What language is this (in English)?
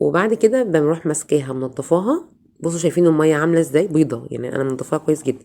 Egyptian Arabic